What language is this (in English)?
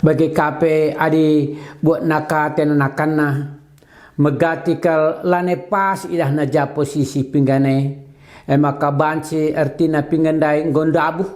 Batak Karo